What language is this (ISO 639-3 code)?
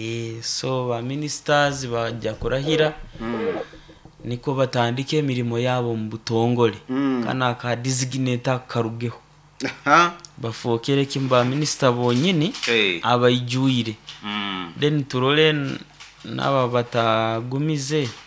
nyo